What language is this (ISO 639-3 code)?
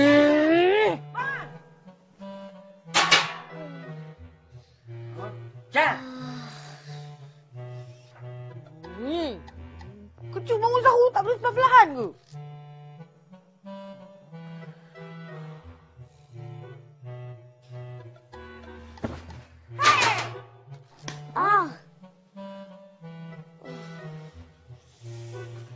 msa